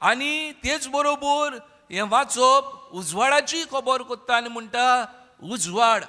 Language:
Konkani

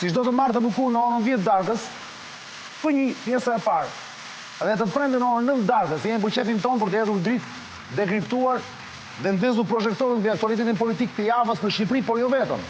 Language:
Albanian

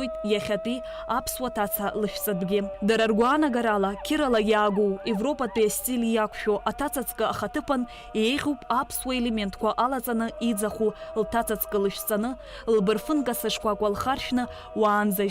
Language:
Abkhazian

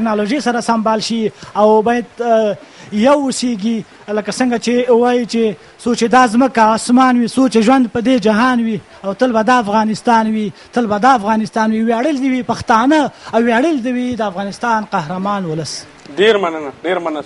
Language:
Pashto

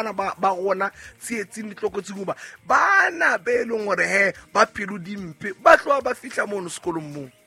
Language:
Southern Sotho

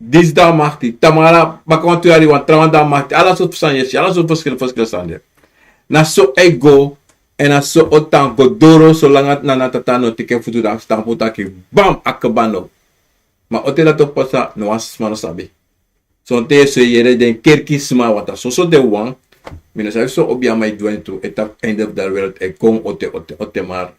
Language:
Sranan Tongo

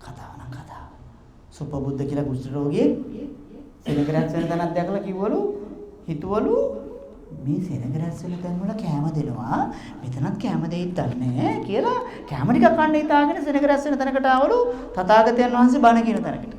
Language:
Sinhala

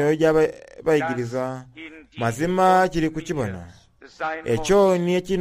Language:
Soga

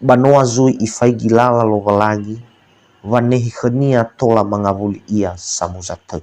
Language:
Nias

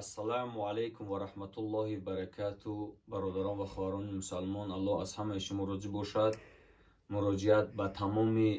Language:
Tajik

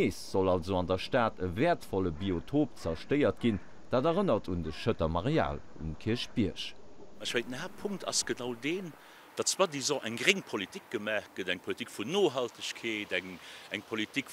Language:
Luxembourgish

